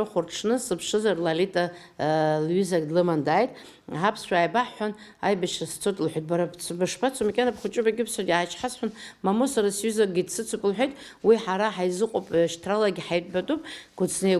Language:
Abkhazian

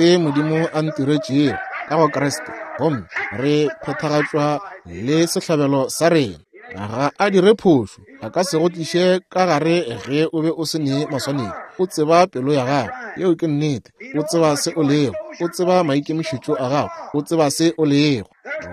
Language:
Northern Sotho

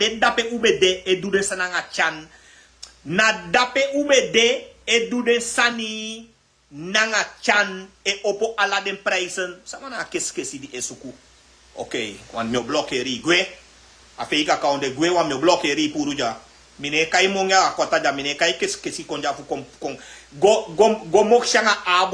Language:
Sranan Tongo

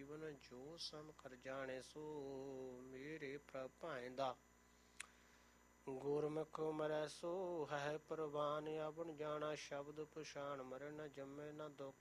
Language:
Punjabi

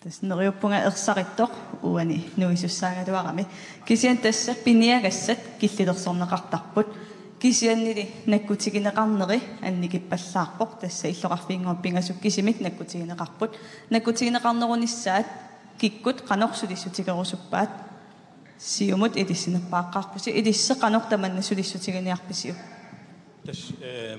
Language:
Kalaallisut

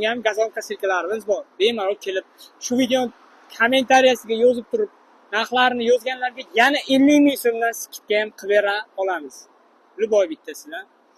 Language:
Uzbek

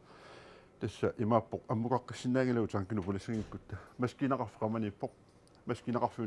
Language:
Kalaallisut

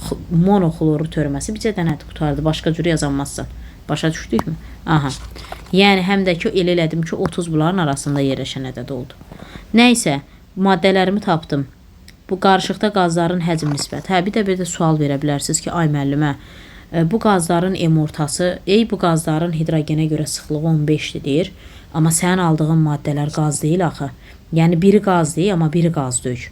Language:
Azerbaijani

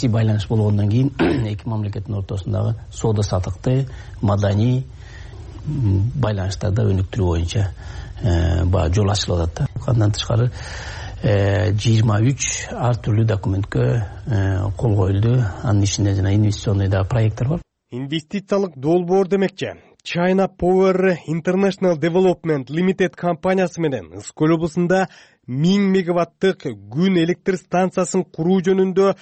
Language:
Kyrgyz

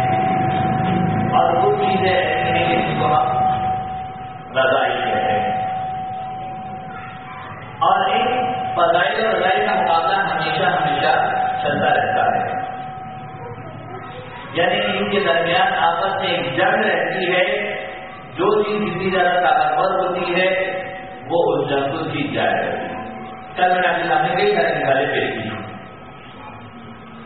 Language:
Urdu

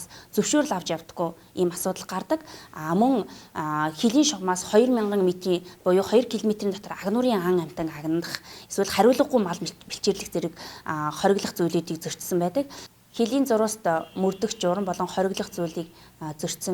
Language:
Mongolian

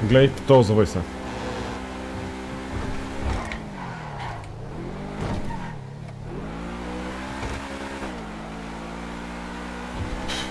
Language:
Bulgarian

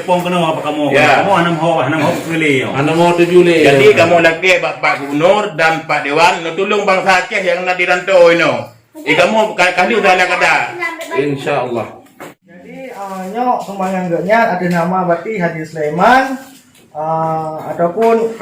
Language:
Achinese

